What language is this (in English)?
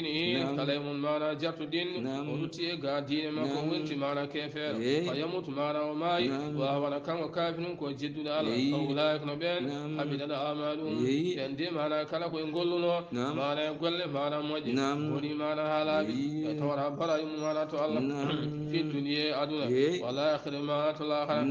Fula